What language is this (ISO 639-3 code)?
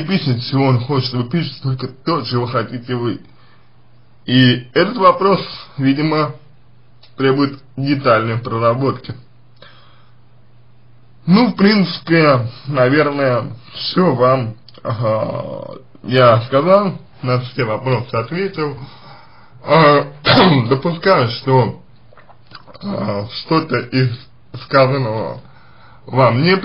rus